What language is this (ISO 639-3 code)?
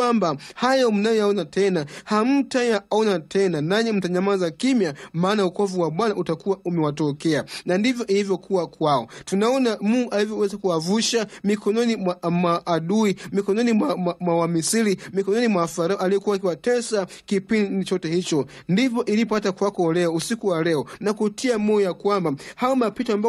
swa